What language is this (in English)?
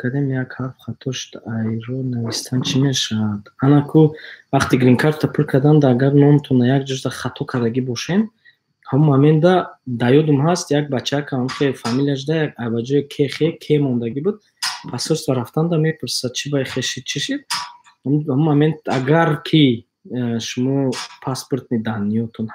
Tajik